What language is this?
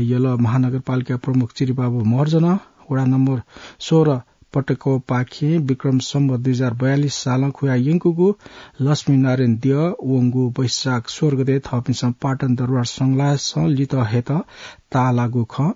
Newari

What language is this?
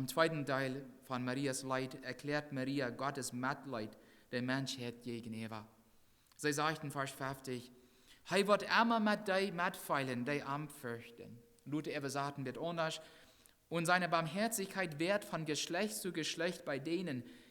Plautdietsch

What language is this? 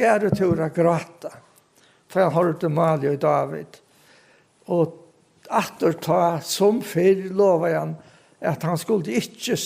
Faroese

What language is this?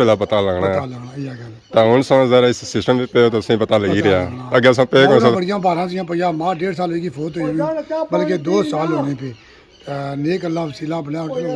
Pahari-Potwari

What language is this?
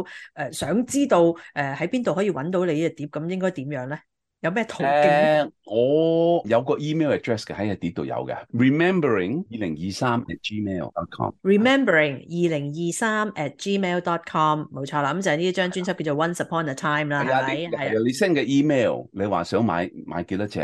Cantonese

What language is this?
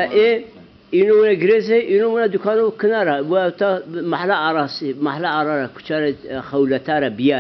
Zaza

